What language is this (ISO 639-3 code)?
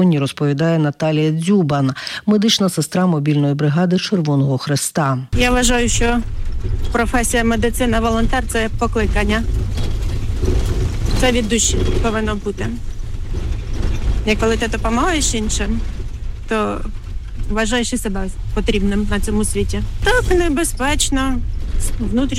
ukr